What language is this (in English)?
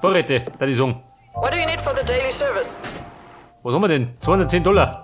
Bavarian